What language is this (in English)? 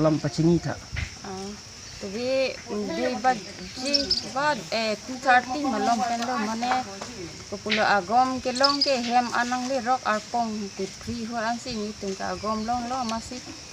Karbi